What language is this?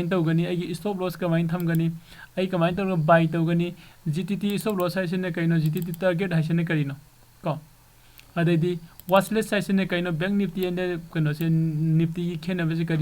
Manipuri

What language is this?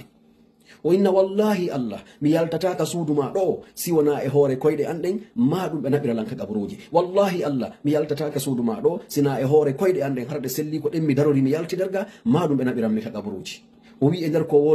Fula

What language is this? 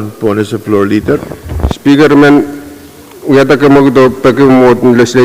Pohnpeian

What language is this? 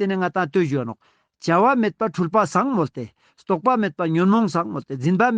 Ladakhi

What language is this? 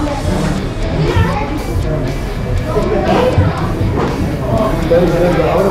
Malayalam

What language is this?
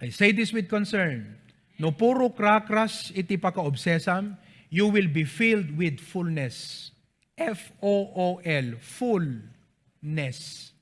Iloko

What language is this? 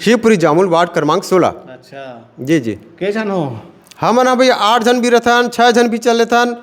Chhattisgarhi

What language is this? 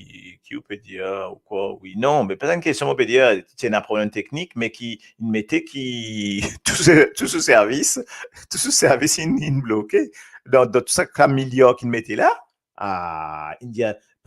Morisyen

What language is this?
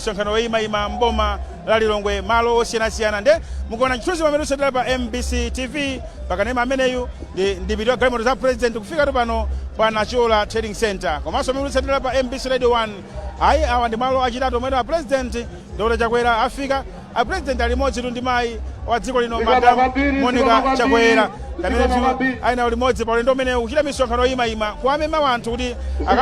Nyanja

